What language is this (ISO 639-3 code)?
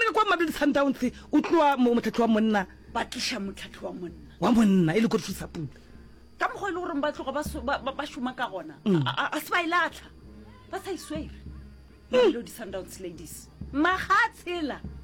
nso